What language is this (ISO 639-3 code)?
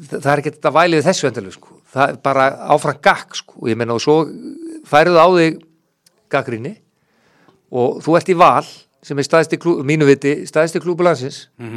isl